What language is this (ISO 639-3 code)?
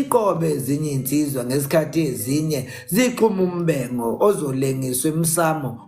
zul